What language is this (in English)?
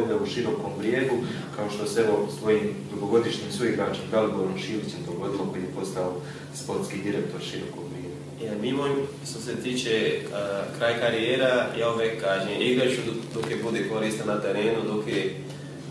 Croatian